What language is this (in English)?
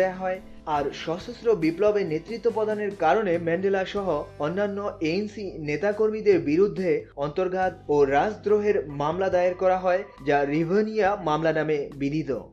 Bangla